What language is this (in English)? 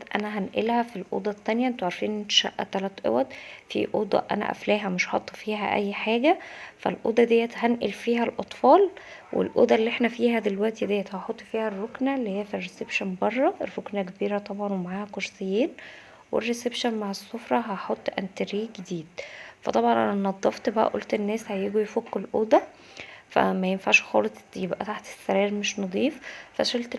Egyptian Arabic